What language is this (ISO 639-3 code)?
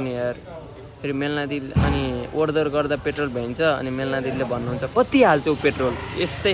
nep